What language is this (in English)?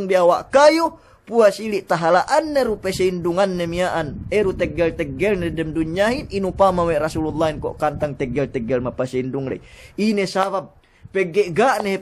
Yakan